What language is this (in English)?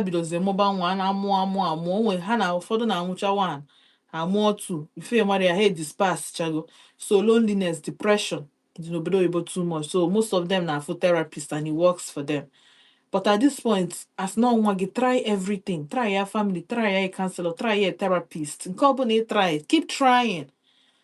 Igbo